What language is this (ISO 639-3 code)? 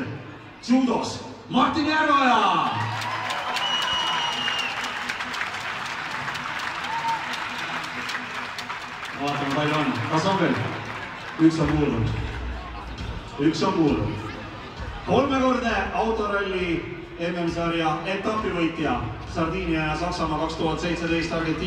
est